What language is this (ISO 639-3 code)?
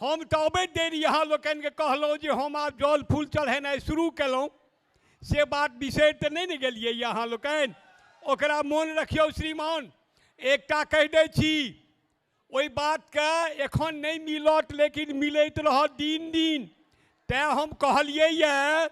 mai